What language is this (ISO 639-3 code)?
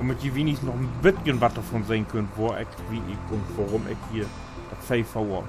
nds